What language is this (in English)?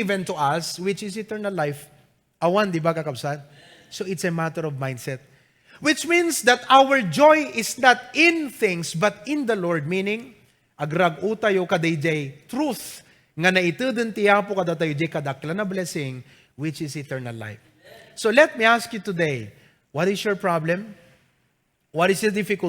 Iloko